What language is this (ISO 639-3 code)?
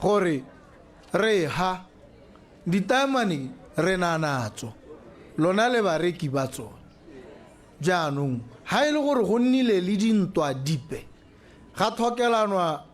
tsn